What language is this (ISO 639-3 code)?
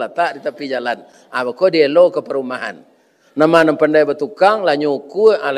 min